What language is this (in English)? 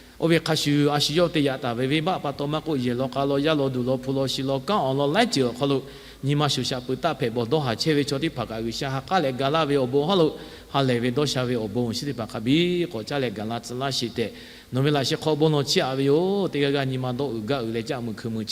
Lahu